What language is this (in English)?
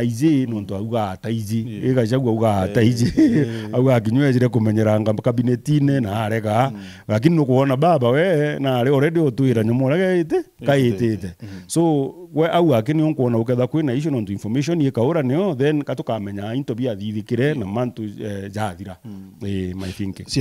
Meru